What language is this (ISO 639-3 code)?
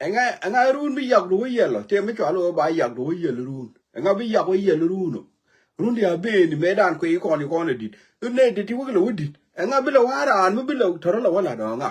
nus